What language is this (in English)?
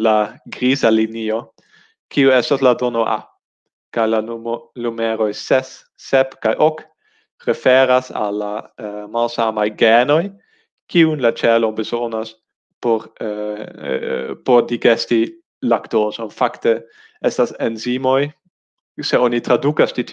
Esperanto